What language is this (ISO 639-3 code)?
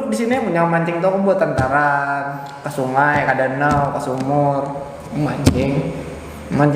bjn